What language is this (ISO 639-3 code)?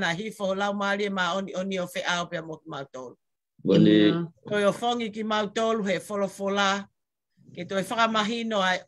ton